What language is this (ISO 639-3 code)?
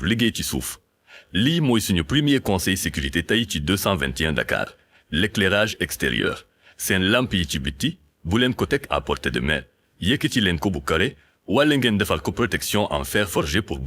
wol